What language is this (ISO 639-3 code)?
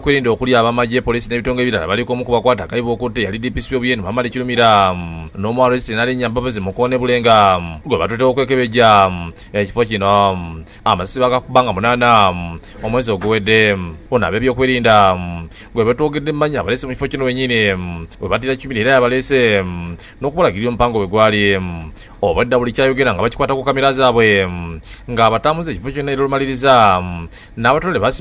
lug